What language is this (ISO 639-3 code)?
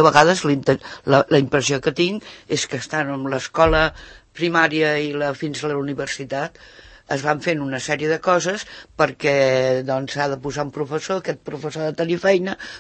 cat